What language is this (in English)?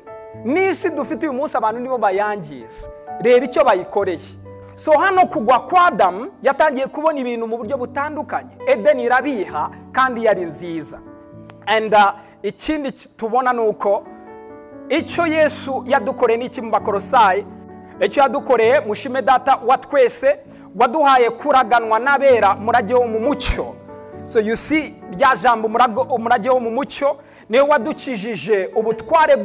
Kinyarwanda